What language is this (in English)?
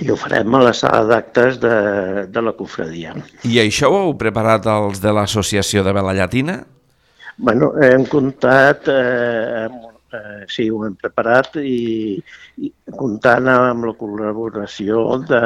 Catalan